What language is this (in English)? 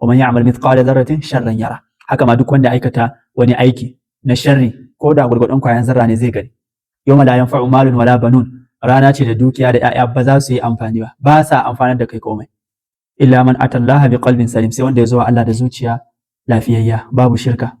Hausa